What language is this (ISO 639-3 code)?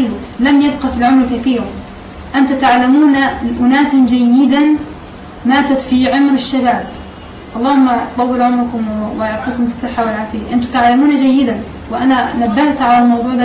arz